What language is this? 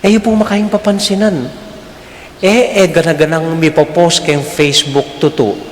Pampanga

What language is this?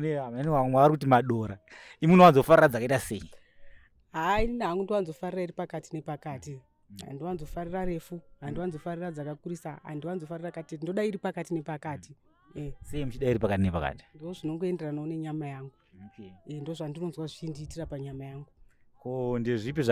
Shona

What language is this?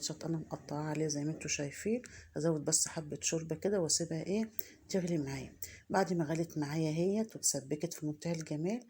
Egyptian Arabic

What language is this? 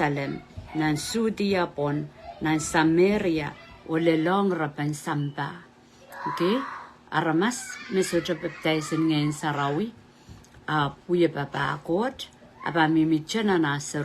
Pohnpeian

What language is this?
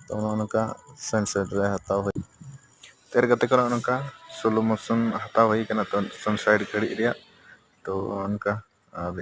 Santali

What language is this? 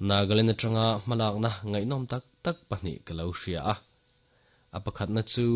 Mizo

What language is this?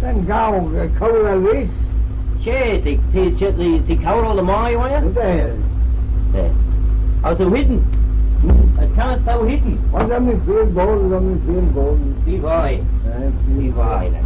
Manx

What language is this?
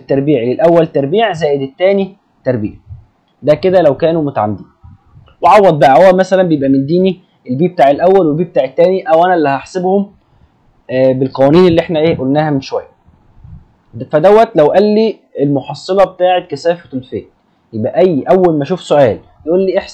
Egyptian Arabic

